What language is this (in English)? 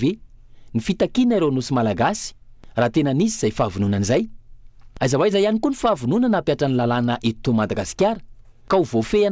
Malagasy